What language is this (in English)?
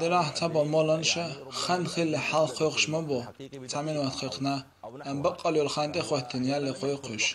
Chechen